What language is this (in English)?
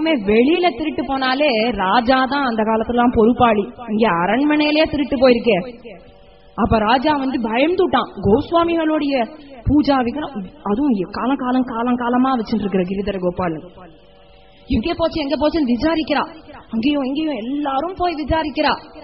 Tamil